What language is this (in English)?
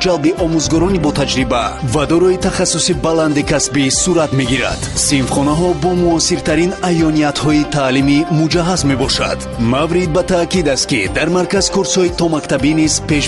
Tajik